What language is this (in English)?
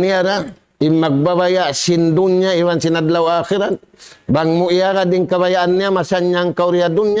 Tausug